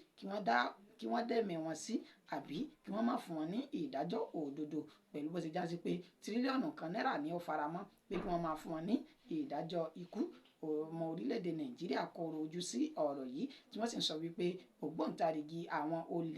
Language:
Yoruba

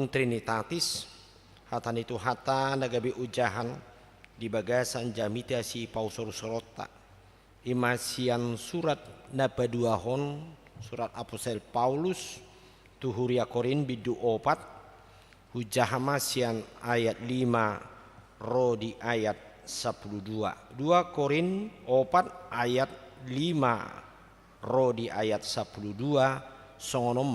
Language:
Batak Toba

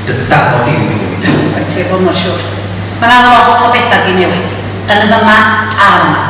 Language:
Welsh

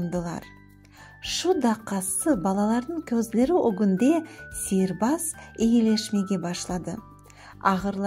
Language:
Crimean Tatar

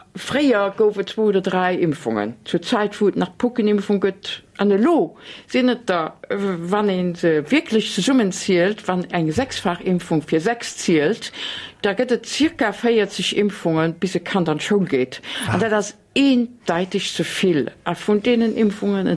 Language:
Luxembourgish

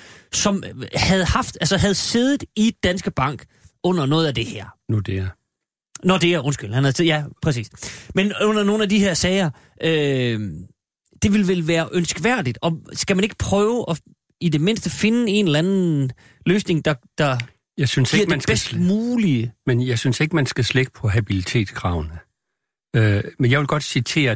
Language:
Danish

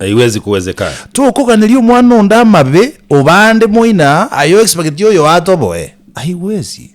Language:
Gusii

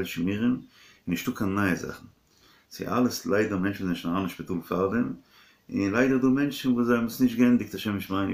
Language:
Yiddish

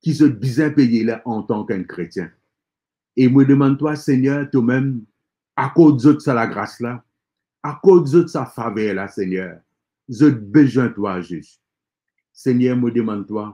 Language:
Morisyen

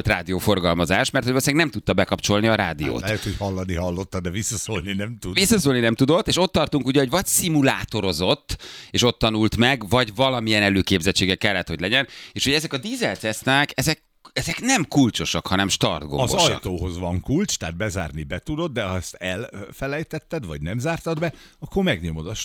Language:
Hungarian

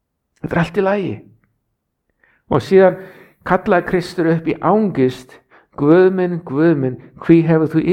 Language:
Icelandic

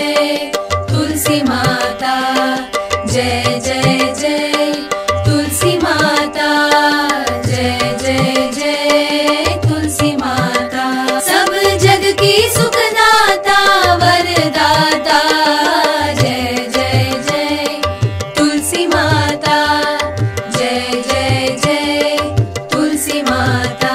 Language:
Hindi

